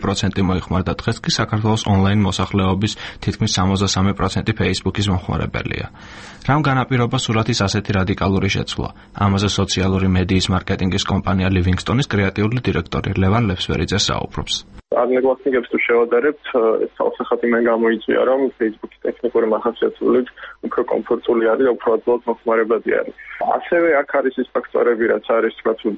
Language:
Georgian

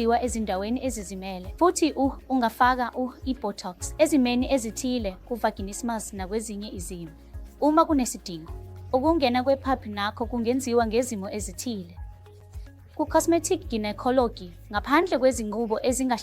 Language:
Zulu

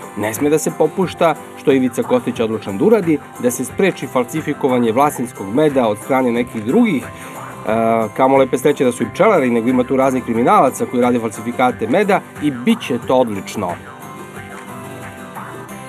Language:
Serbian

